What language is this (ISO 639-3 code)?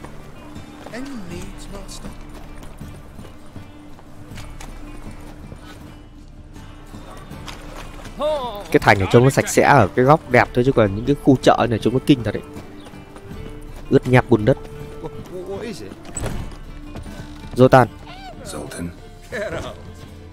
vie